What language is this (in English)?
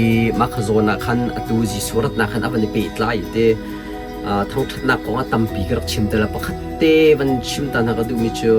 Hakha Chin